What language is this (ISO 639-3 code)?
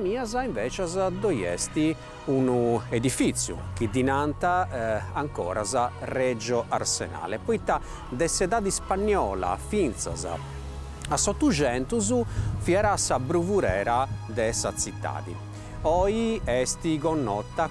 srd